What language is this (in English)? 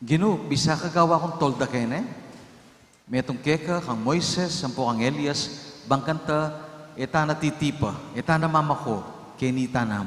Pampanga